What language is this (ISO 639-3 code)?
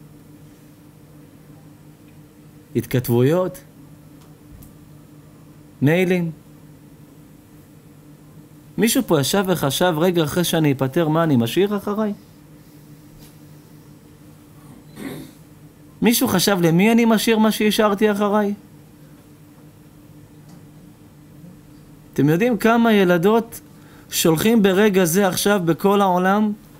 heb